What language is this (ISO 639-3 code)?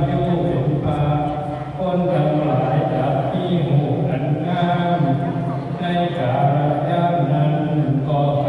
tts